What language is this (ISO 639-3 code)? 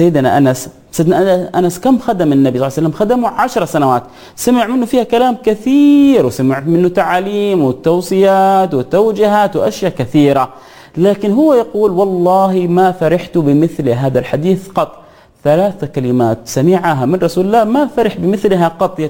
ara